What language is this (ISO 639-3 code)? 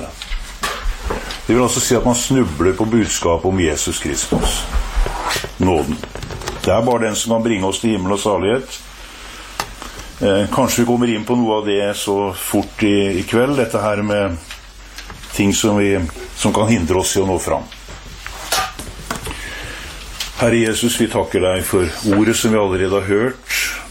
nor